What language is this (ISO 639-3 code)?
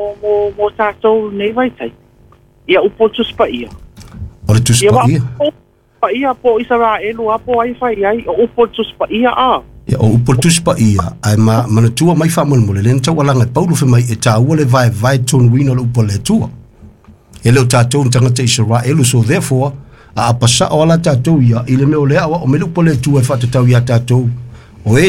smo